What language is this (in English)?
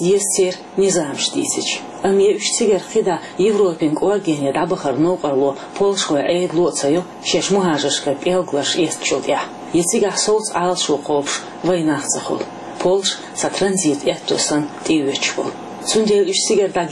Chechen